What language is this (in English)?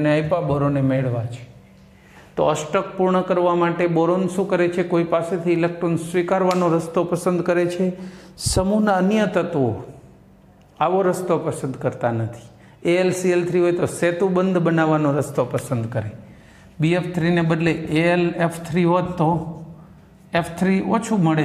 Gujarati